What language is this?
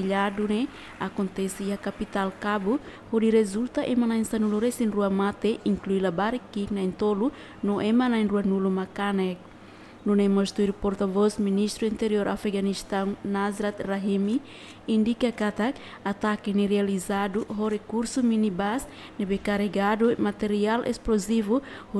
Tetum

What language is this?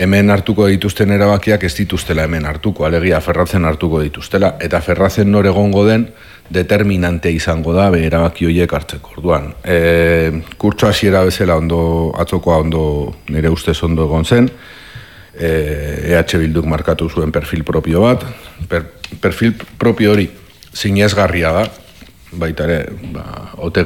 Basque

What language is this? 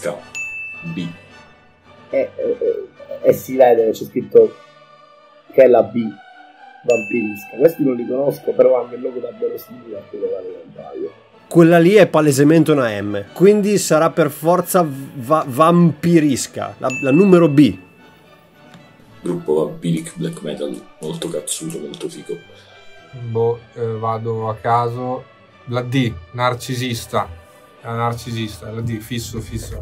Italian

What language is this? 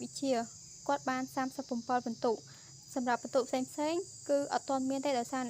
Khmer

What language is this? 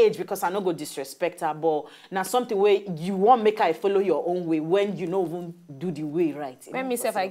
Nigerian Pidgin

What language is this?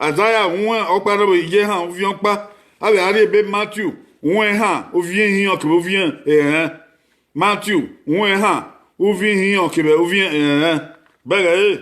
Bini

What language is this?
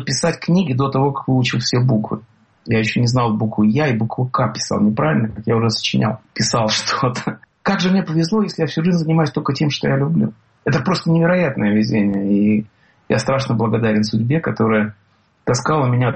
Russian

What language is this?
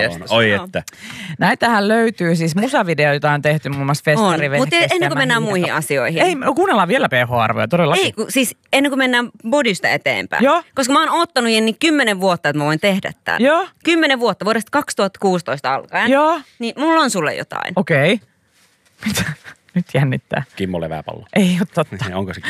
Finnish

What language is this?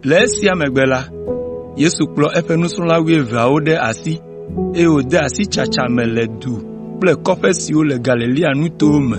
Ewe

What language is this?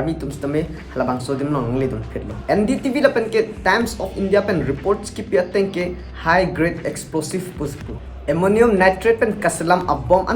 Karbi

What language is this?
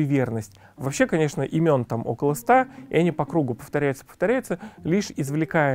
Russian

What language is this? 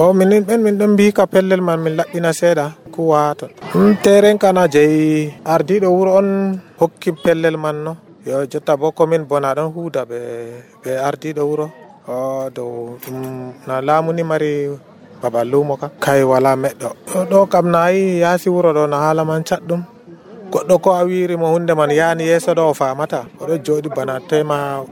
Nigerian Fulfulde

